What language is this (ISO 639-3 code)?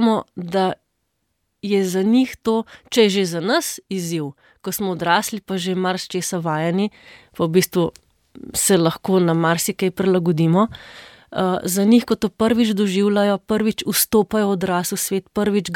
slv